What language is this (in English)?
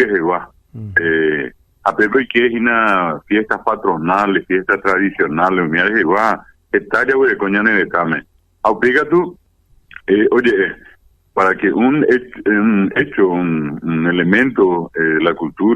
Guarani